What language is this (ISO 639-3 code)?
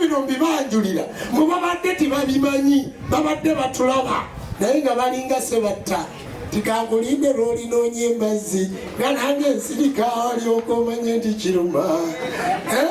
lug